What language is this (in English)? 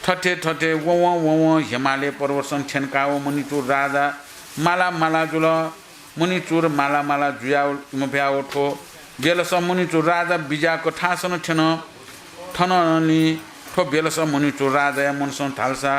Newari